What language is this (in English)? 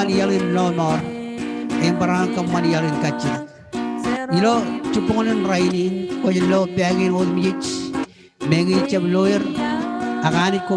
Marshallese